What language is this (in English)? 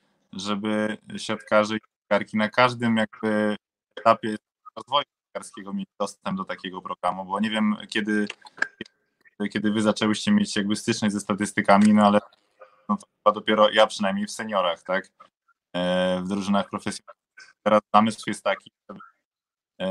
Polish